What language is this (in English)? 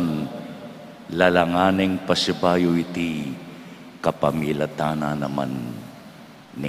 Pampanga